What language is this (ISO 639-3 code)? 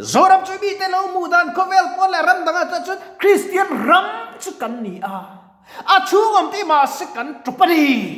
lus